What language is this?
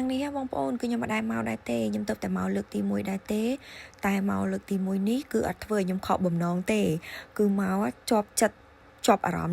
Khmer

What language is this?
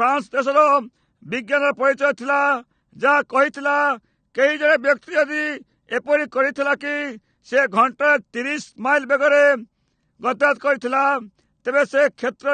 Odia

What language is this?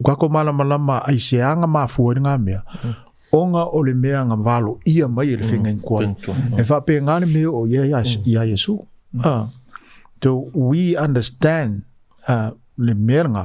Samoan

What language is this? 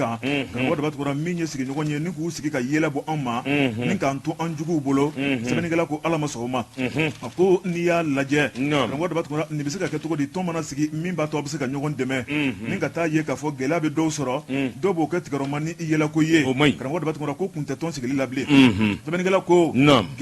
Bambara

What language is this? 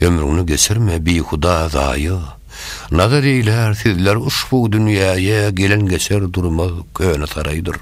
Turkmen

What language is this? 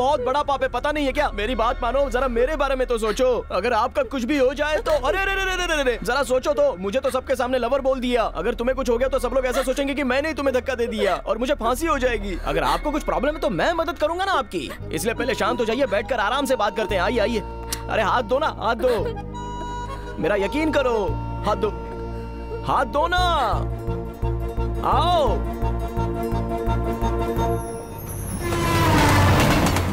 Hindi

